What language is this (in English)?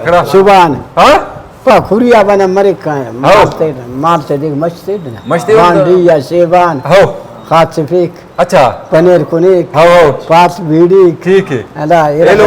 Brahui